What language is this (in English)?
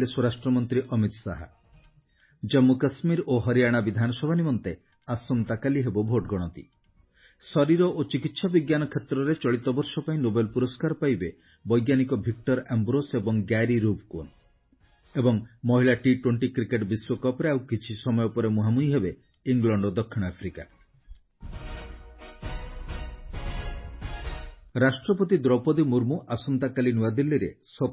Odia